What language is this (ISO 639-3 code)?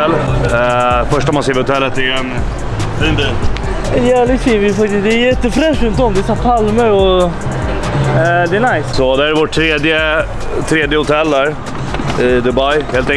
swe